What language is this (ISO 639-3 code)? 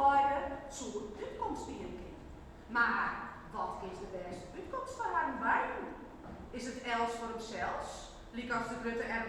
fry